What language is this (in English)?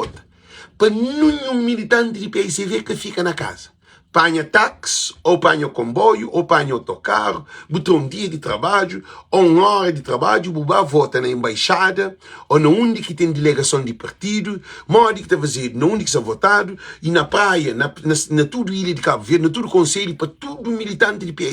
Kabuverdianu